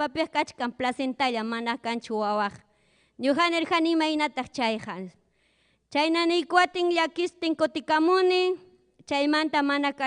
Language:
Ayacucho Quechua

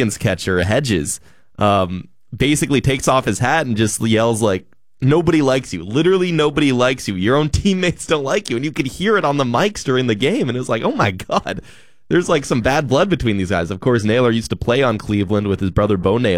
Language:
English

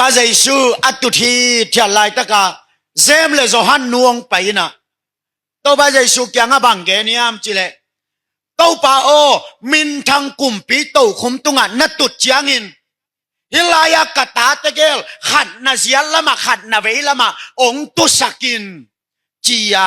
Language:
Tedim Chin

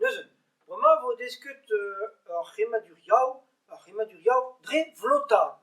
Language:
Breton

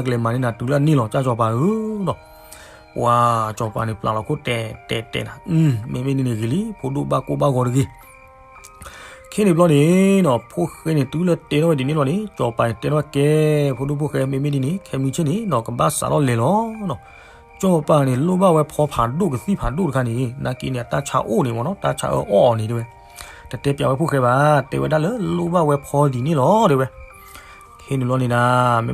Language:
S'gaw Karen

